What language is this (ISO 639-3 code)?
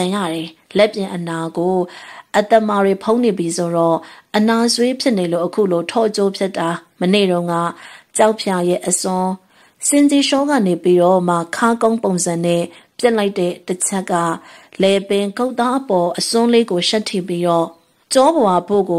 mya